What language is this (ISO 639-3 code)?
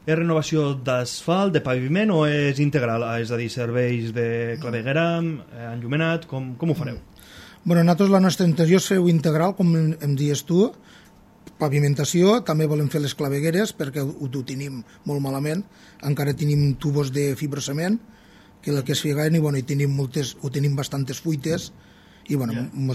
cat